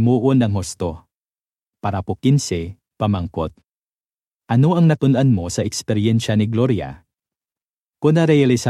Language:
Hiligaynon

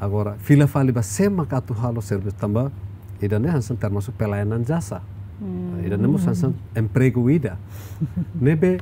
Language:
Tetum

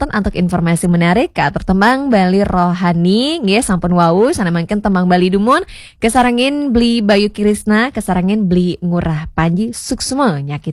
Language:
Balinese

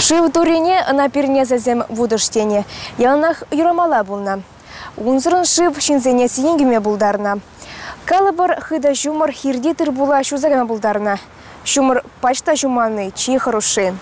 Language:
Chuvash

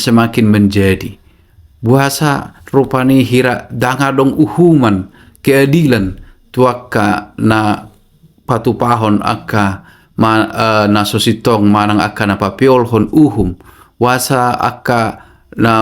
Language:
Batak Toba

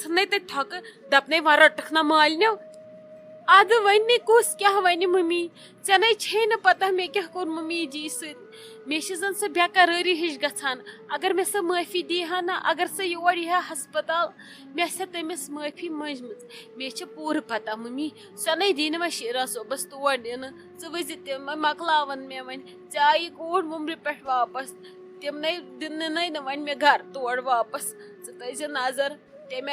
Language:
Kashmiri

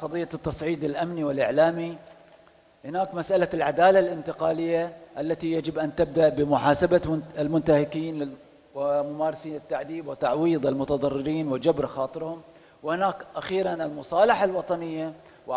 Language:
Arabic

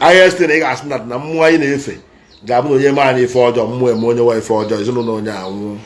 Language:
Igbo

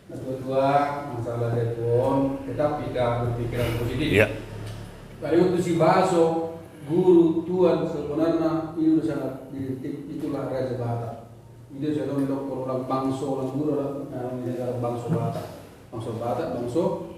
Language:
Batak Toba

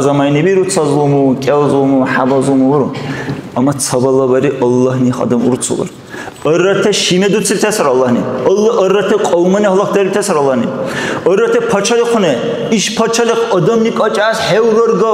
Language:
Dargwa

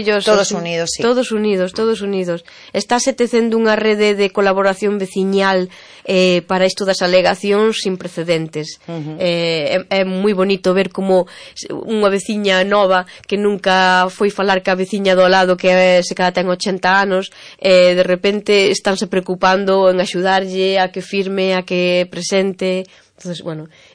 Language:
Galician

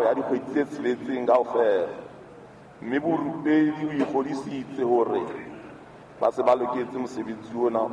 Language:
Southern Sotho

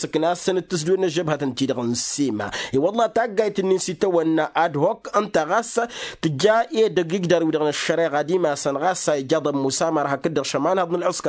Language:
Tamasheq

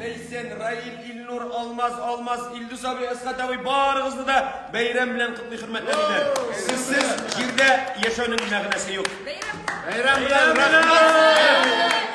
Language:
Tatar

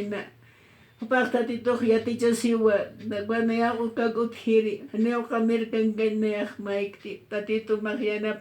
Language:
Aymara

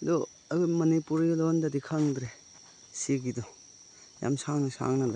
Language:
Manipuri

